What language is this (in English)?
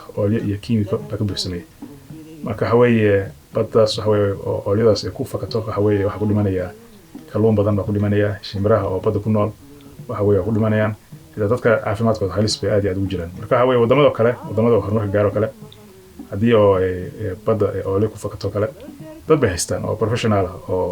Somali